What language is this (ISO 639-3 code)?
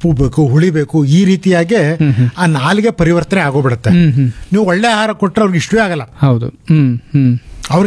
kan